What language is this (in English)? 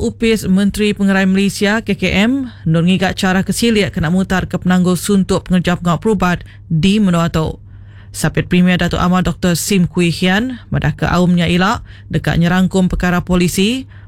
Iban